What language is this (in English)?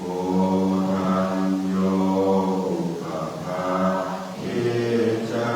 Pali